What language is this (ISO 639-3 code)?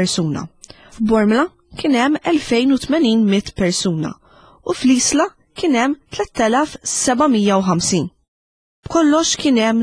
mlt